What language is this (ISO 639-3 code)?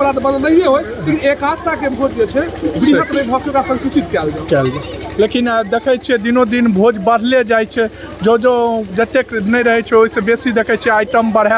mai